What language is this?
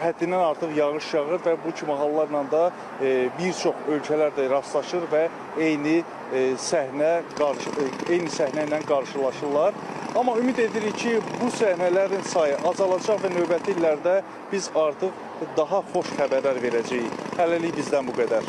Azerbaijani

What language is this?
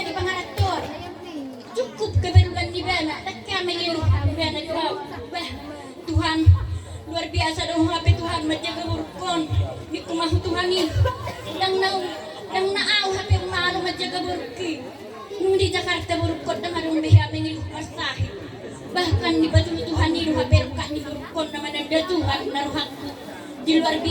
Batak Toba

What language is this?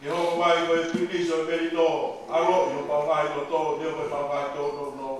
Tongan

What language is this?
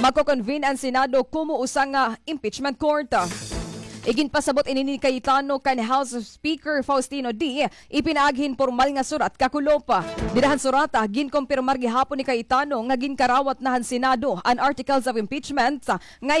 Waray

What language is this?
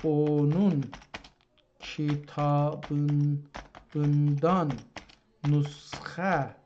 South Azerbaijani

